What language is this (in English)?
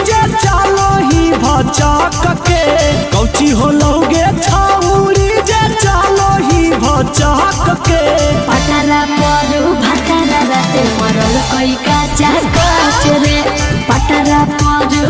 Magahi